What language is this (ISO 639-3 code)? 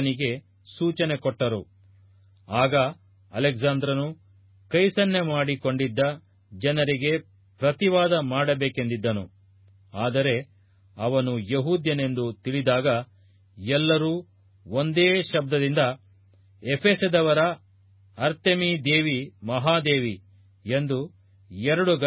kan